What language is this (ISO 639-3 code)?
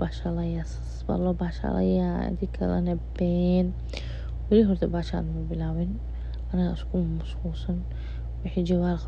som